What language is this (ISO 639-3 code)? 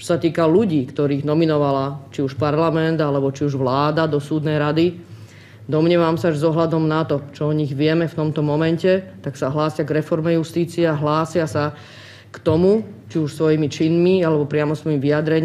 slk